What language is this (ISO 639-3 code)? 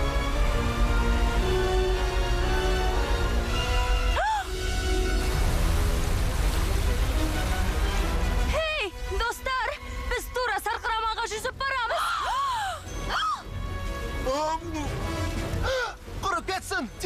kaz